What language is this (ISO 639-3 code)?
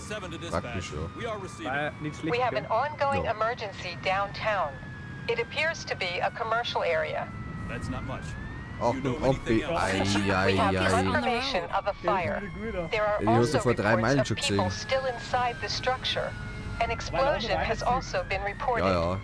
bar